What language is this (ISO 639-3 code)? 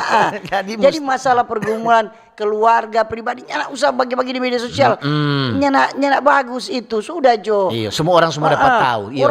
xmm